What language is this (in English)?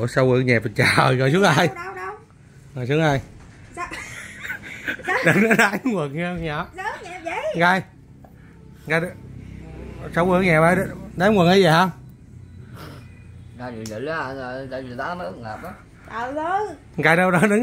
Vietnamese